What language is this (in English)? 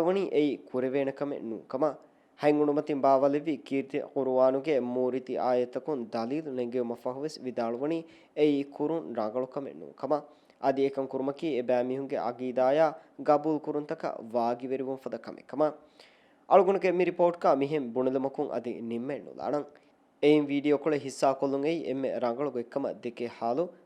Divehi